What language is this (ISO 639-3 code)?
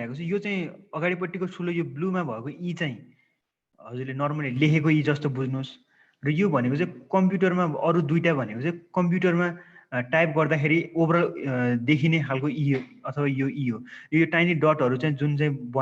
nep